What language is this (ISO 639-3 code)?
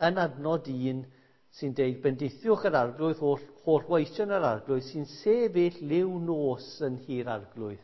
cym